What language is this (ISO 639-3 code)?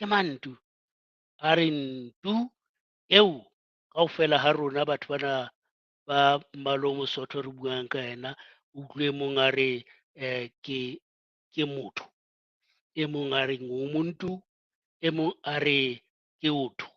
sot